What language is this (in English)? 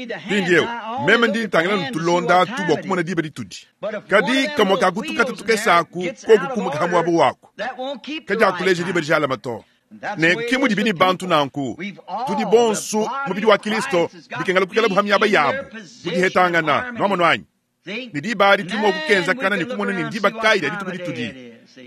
Luba-Lulua